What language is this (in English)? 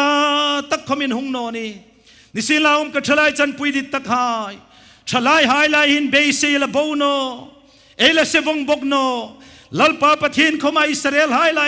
Hmar